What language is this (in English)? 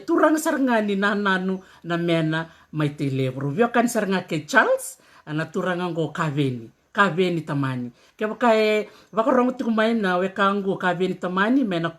Fijian